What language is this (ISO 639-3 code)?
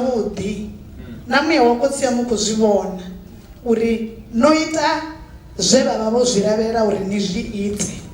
ven